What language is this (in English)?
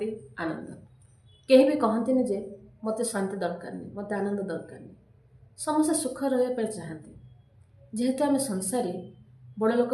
Odia